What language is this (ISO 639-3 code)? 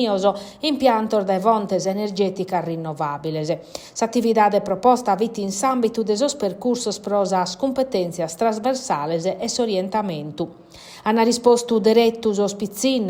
srd